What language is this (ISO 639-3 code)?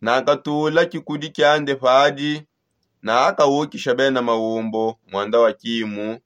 sop